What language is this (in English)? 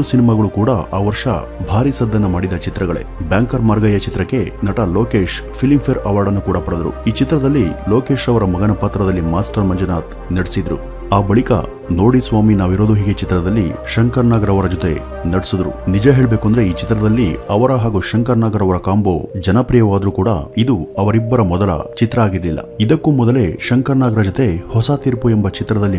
Kannada